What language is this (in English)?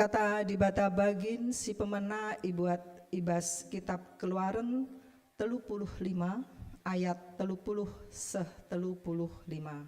Batak Karo